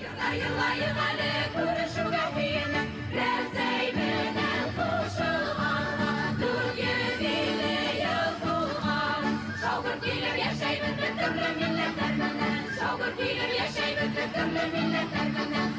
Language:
Bashkir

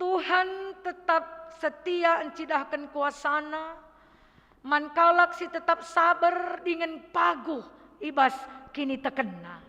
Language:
Batak Karo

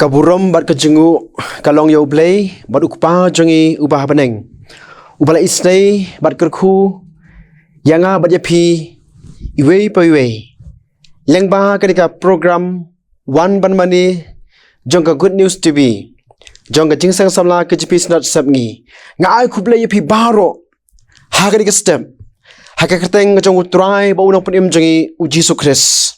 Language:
Khasi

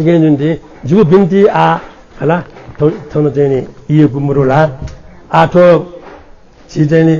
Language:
Newari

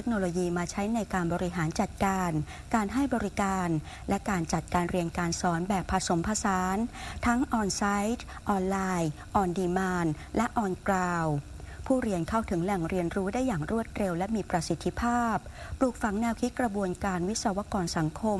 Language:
Thai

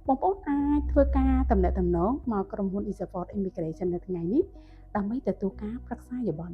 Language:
Khmer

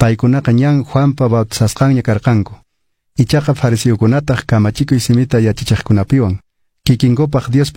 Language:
Quechua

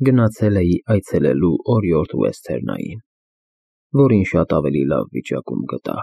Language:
Armenian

